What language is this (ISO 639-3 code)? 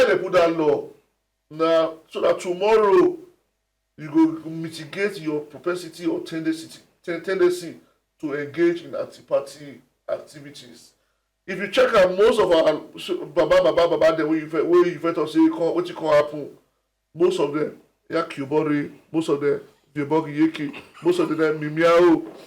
pcm